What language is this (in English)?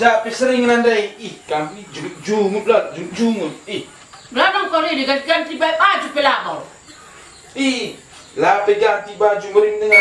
Batak Karo